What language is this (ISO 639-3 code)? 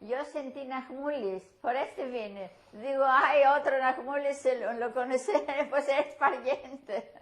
lad